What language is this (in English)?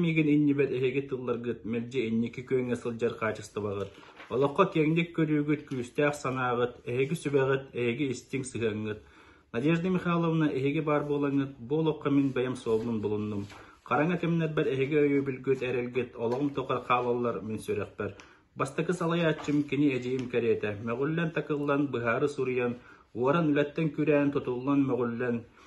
Yakut